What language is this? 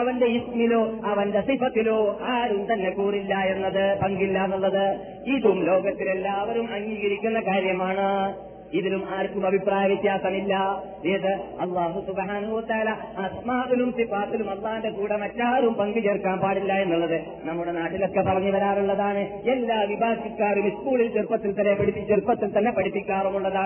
Malayalam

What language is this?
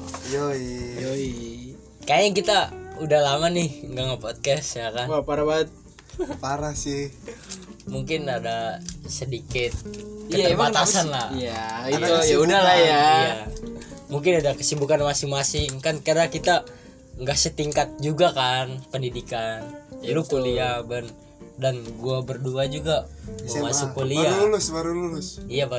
Indonesian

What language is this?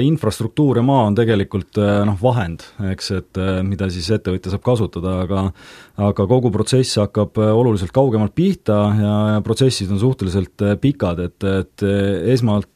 Estonian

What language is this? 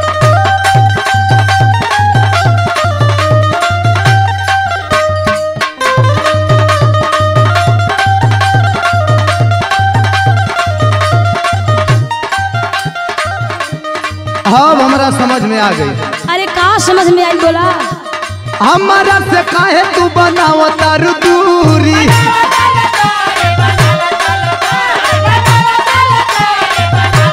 Bhojpuri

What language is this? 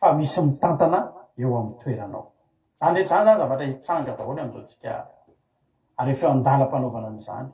Malagasy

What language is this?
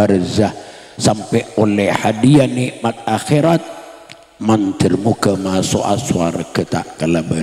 Madurese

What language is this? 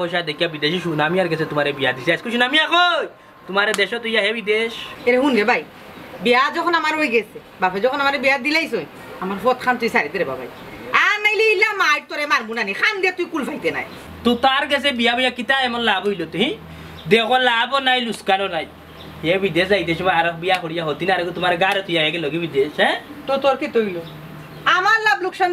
Sylheti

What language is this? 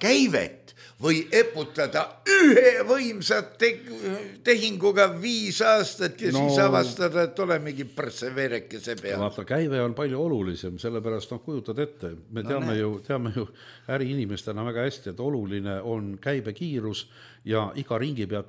Estonian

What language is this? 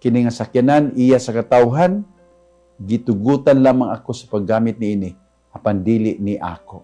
Cebuano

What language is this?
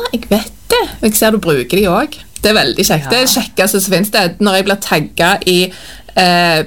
Norwegian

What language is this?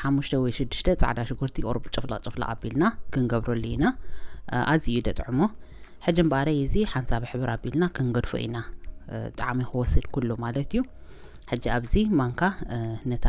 Tigrinya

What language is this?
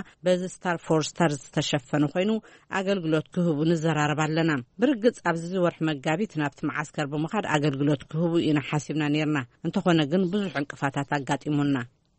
Tigrinya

